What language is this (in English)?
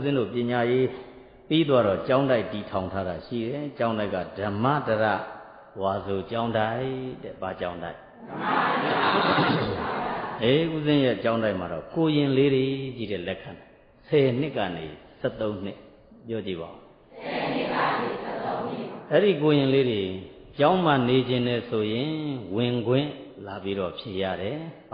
Burmese